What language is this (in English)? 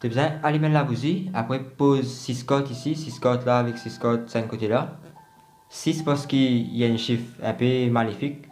Morisyen